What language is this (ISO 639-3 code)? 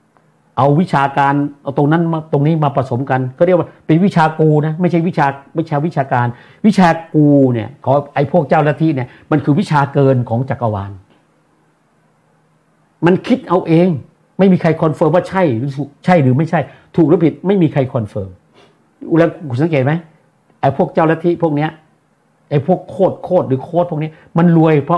tha